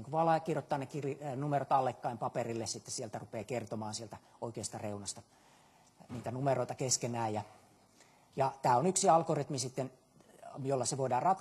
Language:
Finnish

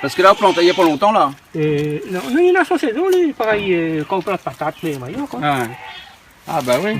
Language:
Réunion Creole French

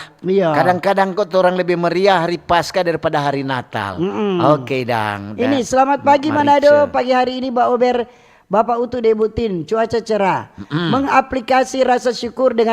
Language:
Manado Malay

